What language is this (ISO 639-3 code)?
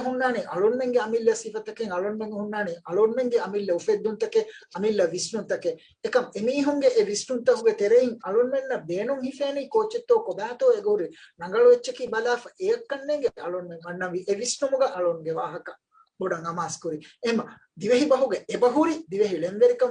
div